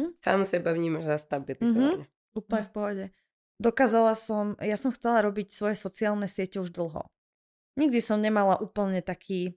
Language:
Slovak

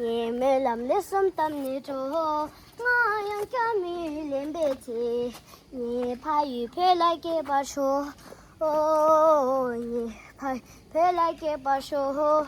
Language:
Tibetan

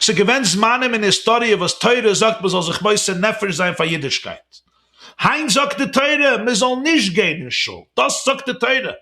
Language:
Yiddish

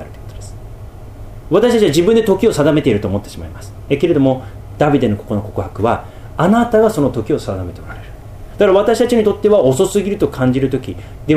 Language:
Japanese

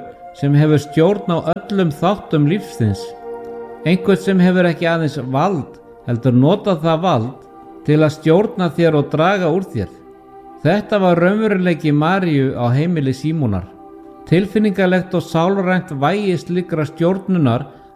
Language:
Icelandic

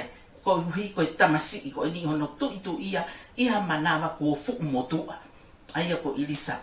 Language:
Tongan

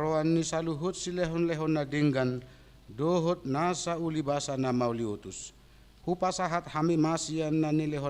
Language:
Batak Toba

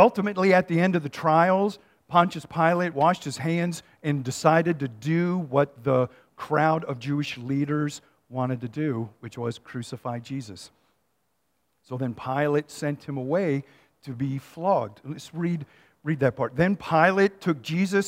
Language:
English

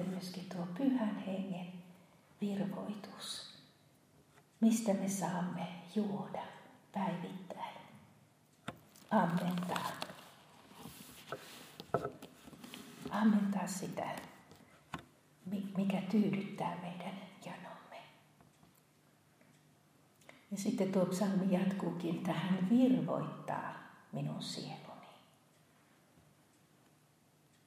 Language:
Finnish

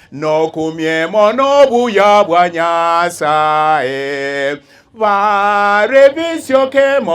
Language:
Gusii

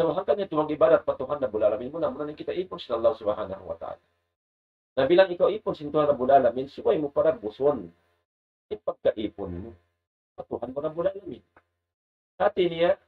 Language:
Tausug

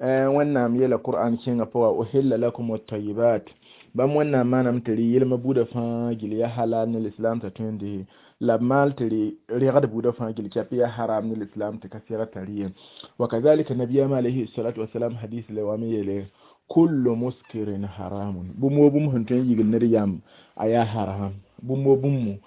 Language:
Mossi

